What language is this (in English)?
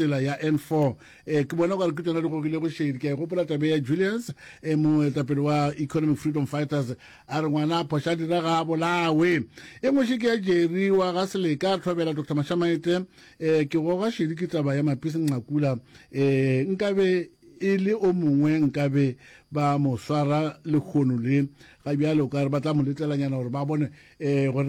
Northern Sotho